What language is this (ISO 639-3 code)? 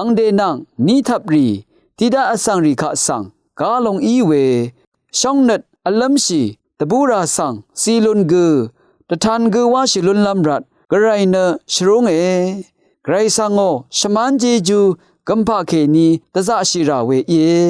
raw